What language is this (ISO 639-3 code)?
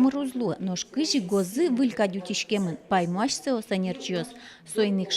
udm